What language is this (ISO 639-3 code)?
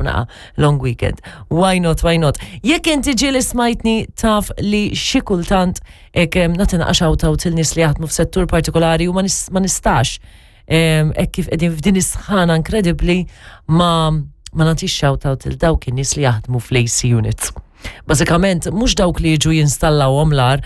mlt